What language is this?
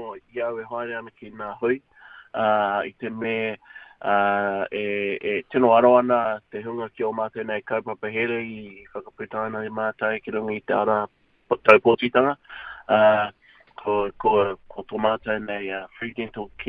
Māori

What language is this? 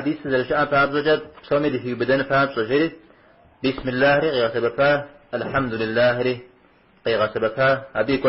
Kabardian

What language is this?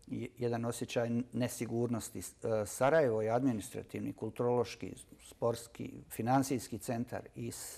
Bosnian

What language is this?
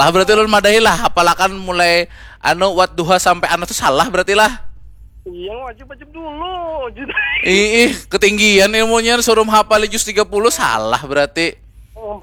Banjar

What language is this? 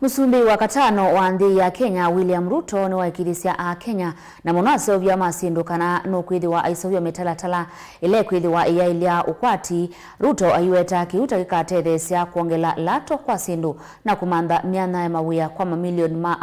Kamba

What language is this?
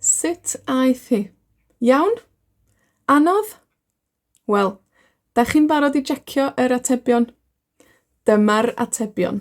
Welsh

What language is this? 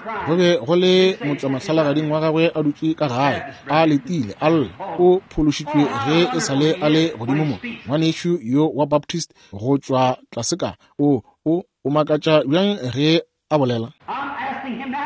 Northern Sotho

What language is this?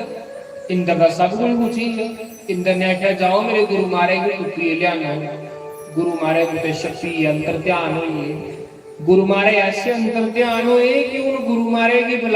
Dogri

